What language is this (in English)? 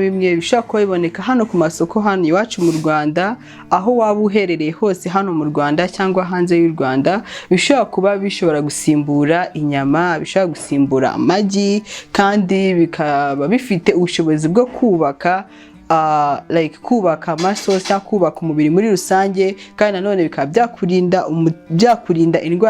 Kinyarwanda